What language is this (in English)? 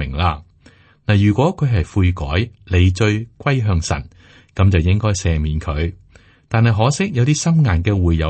Cantonese